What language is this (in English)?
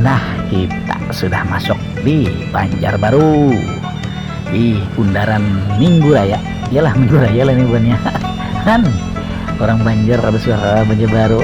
Banjar